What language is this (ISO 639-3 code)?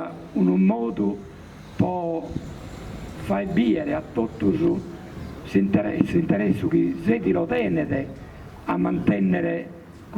srd